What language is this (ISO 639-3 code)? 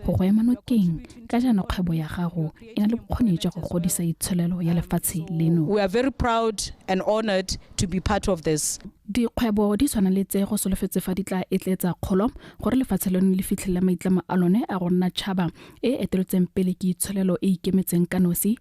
tsn